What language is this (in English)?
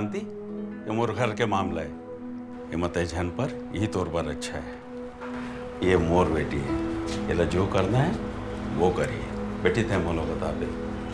Chhattisgarhi